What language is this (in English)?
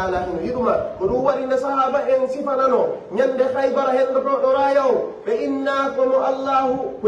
Pular